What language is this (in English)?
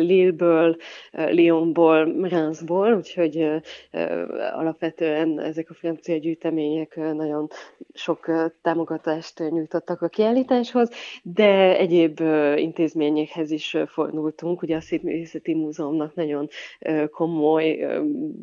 Hungarian